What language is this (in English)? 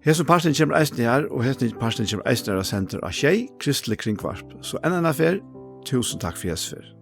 Faroese